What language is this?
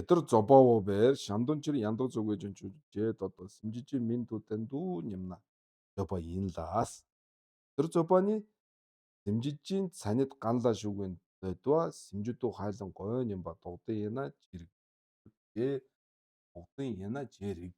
Mongolian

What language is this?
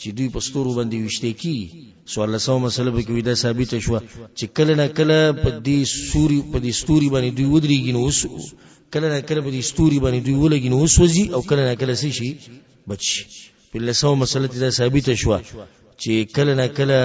Pashto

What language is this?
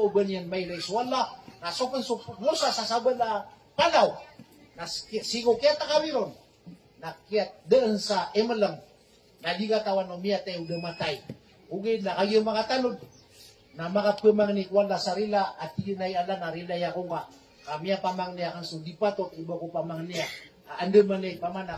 Maranao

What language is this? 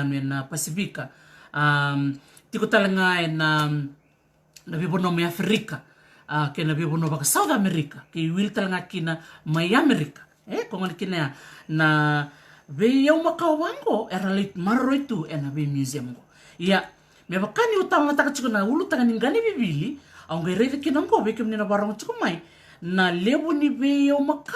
Fijian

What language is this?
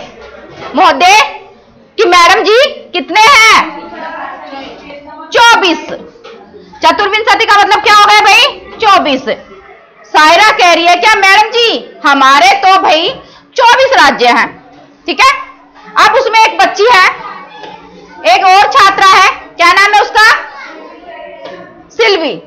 Hindi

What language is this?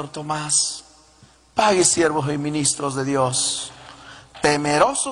Chimborazo Highland Quichua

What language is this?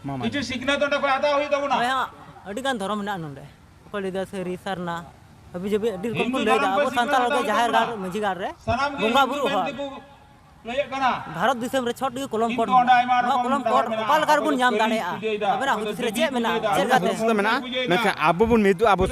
Santali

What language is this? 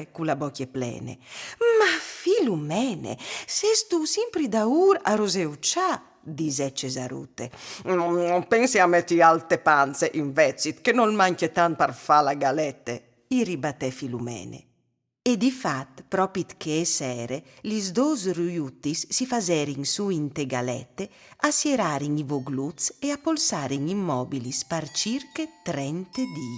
Friulian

